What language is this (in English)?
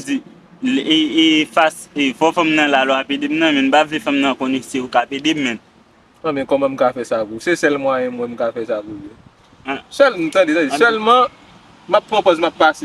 Haitian Creole